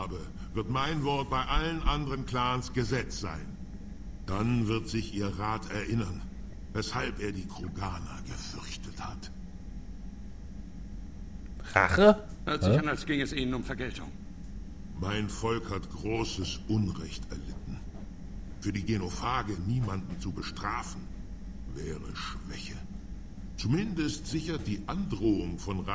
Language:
German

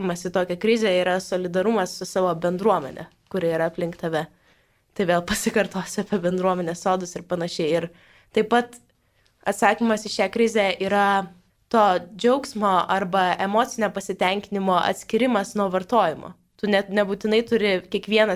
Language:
Lithuanian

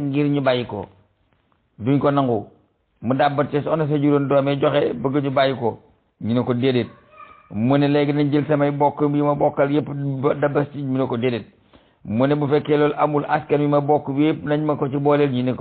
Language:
Wolof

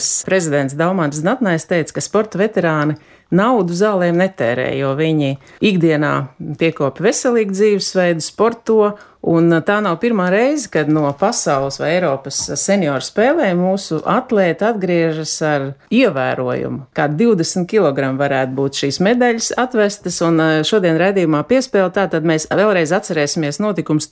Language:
Latvian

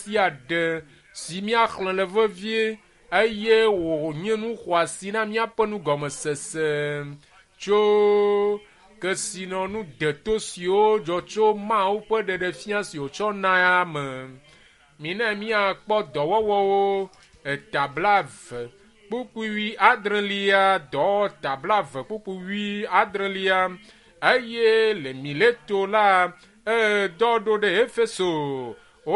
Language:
Ewe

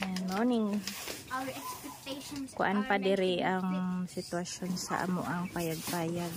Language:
Cebuano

